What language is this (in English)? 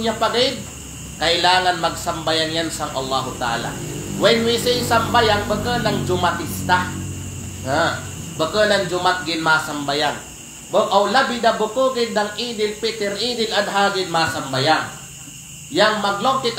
Kalagan